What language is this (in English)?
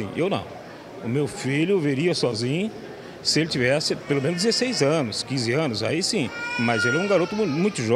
Portuguese